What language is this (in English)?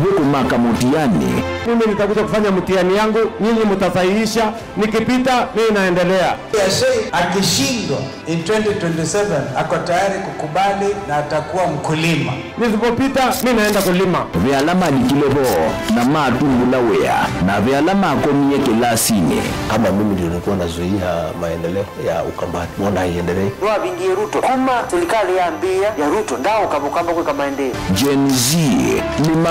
Kamba